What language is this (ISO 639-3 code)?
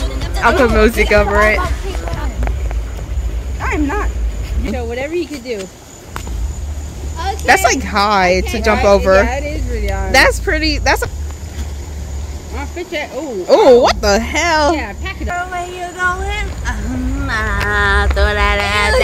eng